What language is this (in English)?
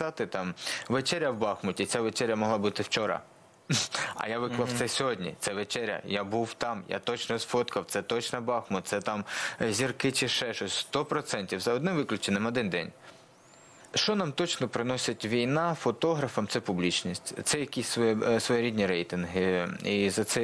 Ukrainian